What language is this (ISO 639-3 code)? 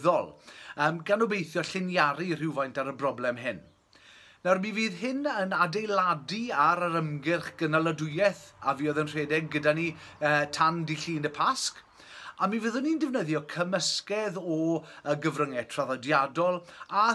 cym